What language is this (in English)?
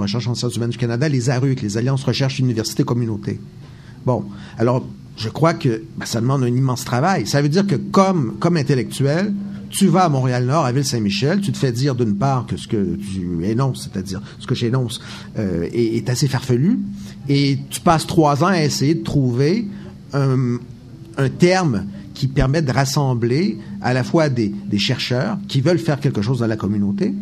French